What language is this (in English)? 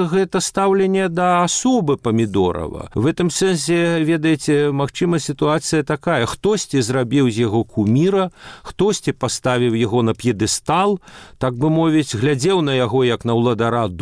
Belarusian